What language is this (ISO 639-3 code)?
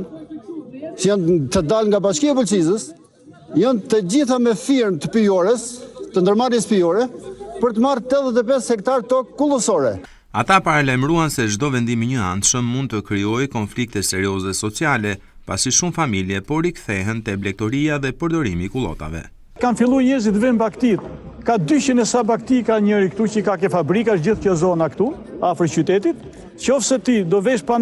sqi